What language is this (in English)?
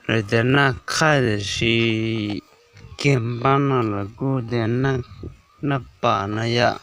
Hmong